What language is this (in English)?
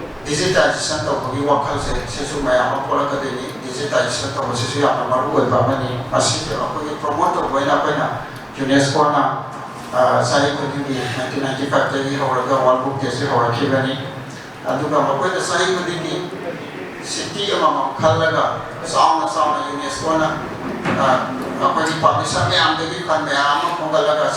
Manipuri